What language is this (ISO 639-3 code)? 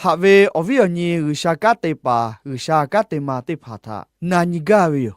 lhu